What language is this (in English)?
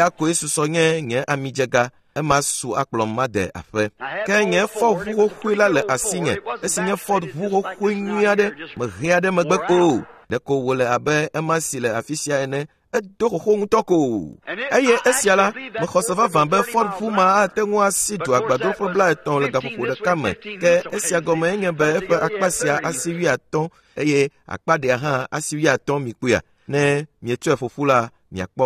Ewe